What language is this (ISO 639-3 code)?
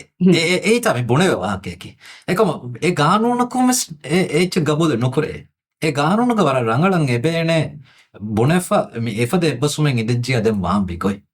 div